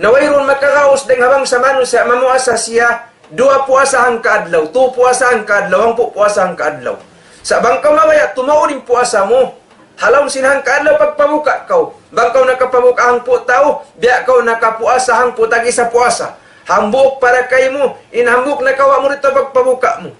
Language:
Tausug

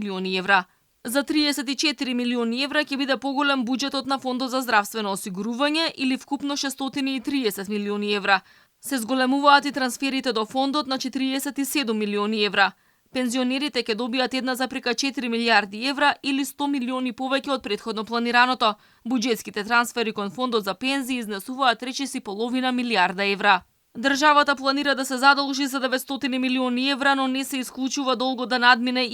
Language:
Macedonian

